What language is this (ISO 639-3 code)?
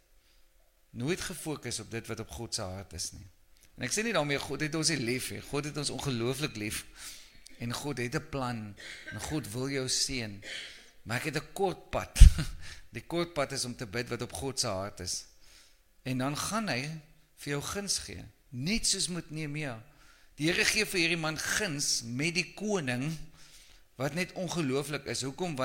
afr